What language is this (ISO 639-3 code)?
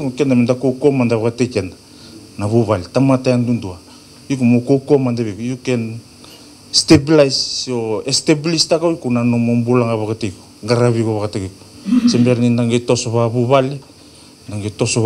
fij